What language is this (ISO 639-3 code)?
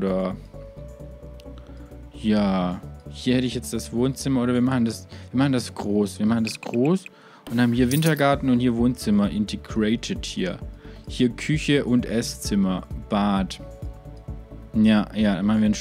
deu